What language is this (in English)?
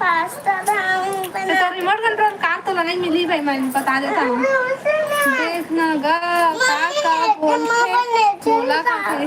Chhattisgarhi